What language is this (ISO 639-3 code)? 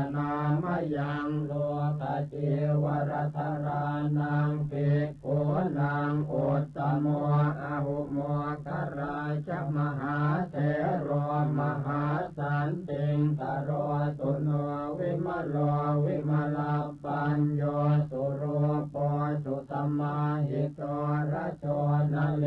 pli